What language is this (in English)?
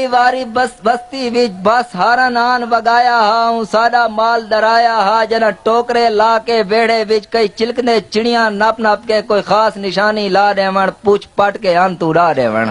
Saraiki